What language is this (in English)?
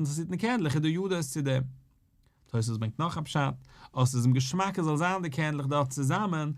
Yiddish